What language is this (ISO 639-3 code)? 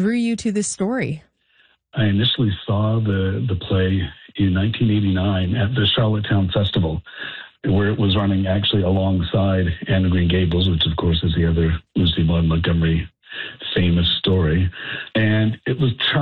eng